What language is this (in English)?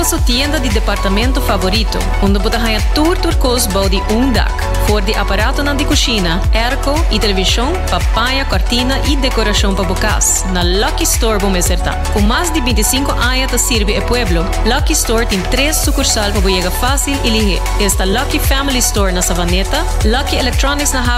Papiamento